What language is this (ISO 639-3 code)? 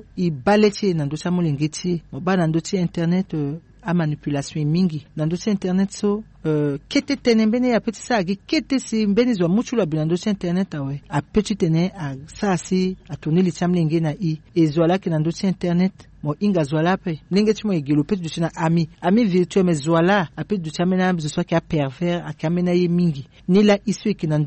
sag